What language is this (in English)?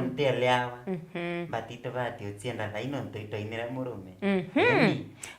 Meru